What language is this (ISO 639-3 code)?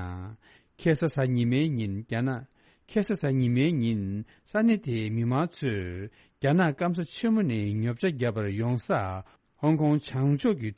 bod